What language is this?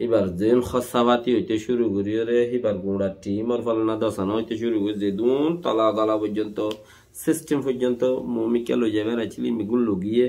Rohingya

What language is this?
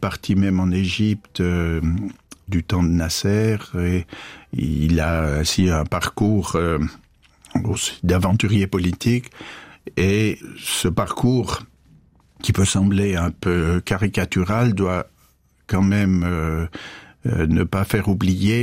French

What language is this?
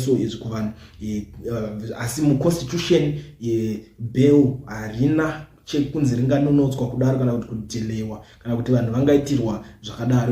Shona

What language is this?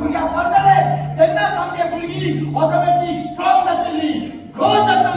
Konkani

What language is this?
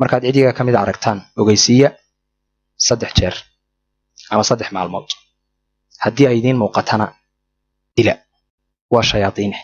Somali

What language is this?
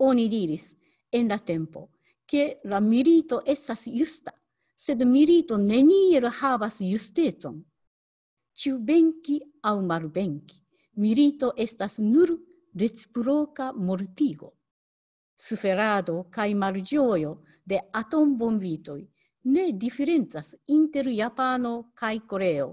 Esperanto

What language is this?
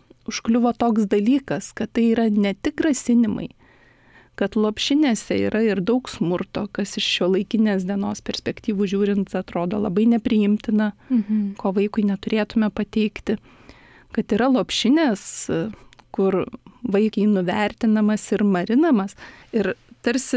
Lithuanian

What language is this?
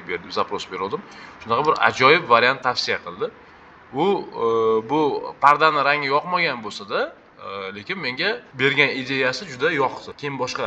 Uzbek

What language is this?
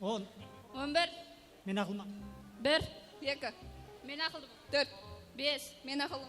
Kara-Kalpak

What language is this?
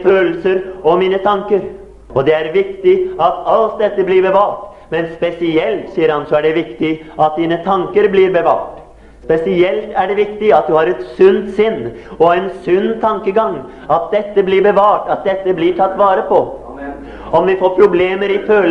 Norwegian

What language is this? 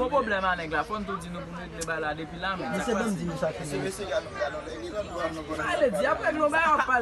Haitian Creole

